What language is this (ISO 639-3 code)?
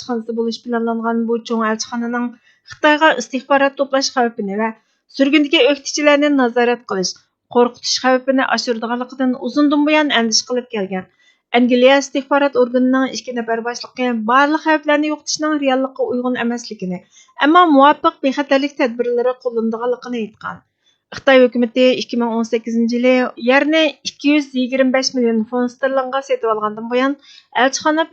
uig